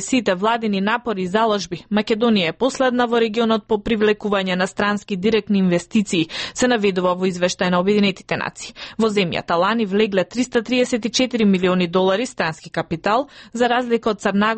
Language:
Macedonian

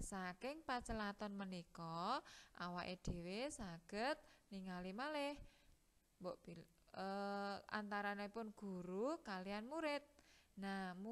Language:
Javanese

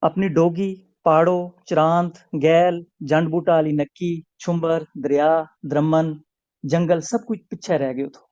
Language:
Gujari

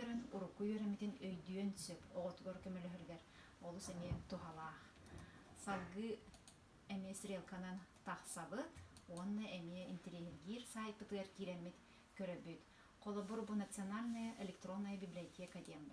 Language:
Yakut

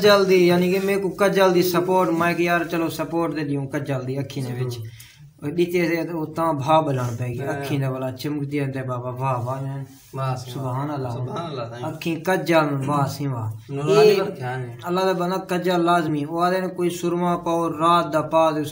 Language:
Saraiki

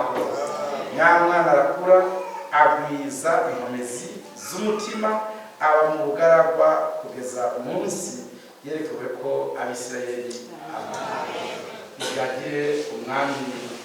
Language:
Rundi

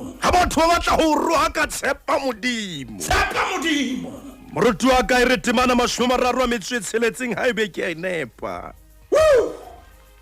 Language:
Southern Sotho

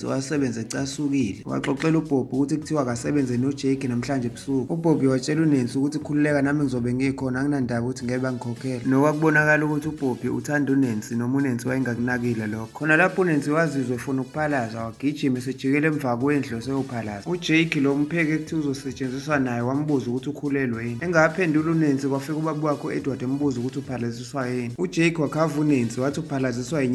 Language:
Zulu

